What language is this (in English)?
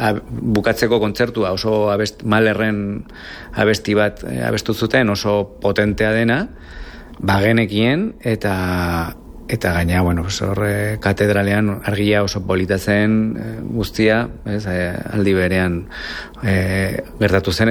Basque